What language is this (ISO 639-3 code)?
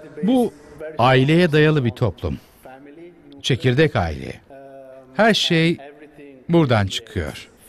tur